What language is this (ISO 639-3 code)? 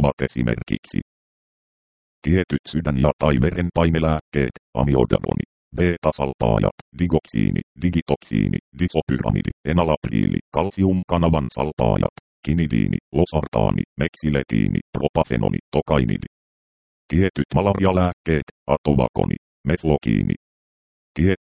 fin